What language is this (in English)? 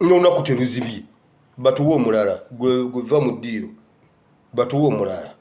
Ganda